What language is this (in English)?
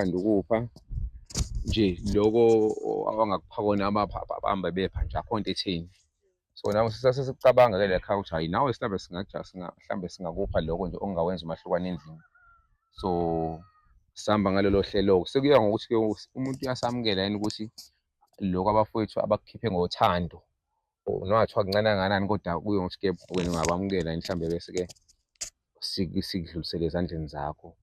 Zulu